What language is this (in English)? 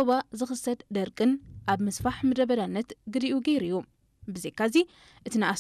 Tigrinya